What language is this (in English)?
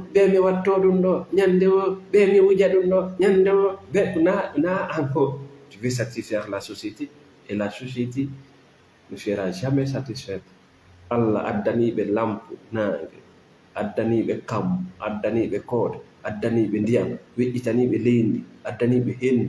Fula